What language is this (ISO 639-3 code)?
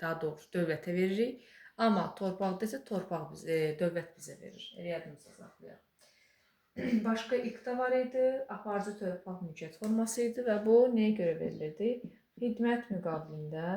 aze